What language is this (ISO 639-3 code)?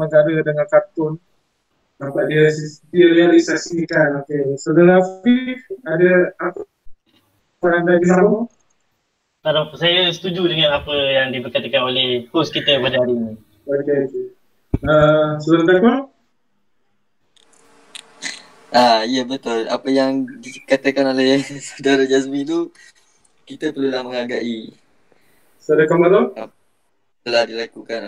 msa